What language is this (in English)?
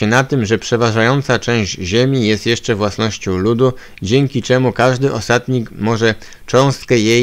Polish